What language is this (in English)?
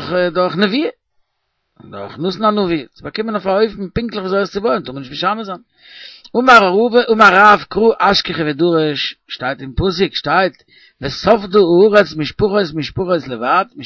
Yiddish